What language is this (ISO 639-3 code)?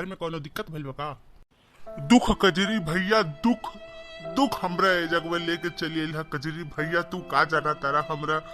bho